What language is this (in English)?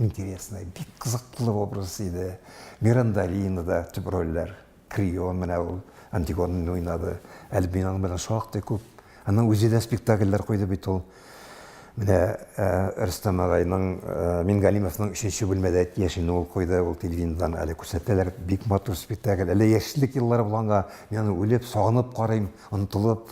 Tatar